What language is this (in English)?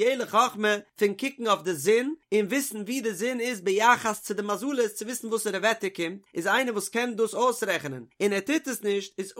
Yiddish